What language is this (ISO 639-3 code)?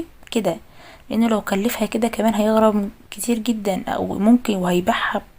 arz